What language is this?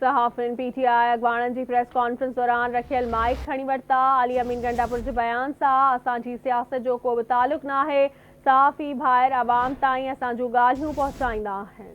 Sindhi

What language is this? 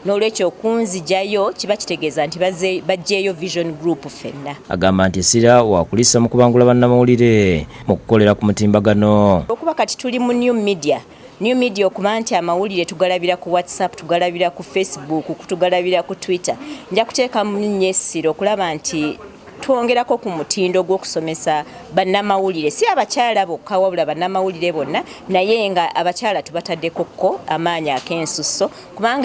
Ganda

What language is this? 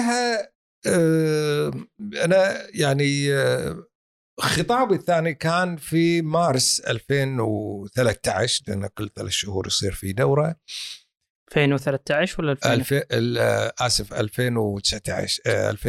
Gulf Arabic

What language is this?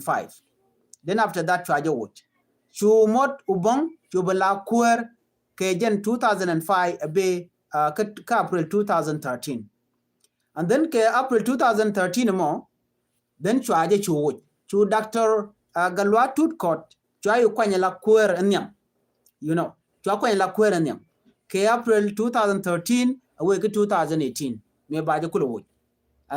Nuer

